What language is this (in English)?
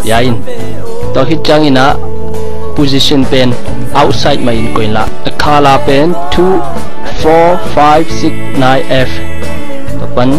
Tedim Chin